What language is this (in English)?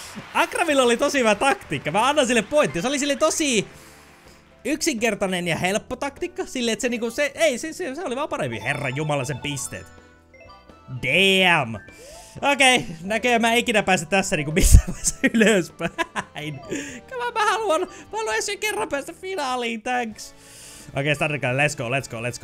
Finnish